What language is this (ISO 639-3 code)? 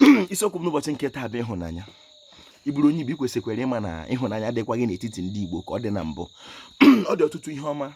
ibo